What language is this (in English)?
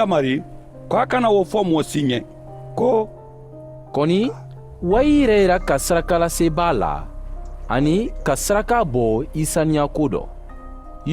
Mandingo